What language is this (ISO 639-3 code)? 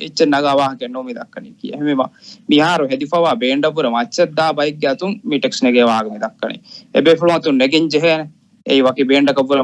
div